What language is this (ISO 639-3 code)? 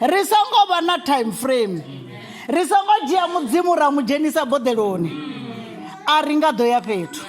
ven